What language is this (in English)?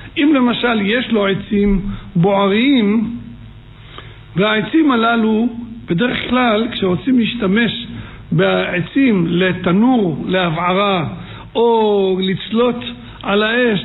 Hebrew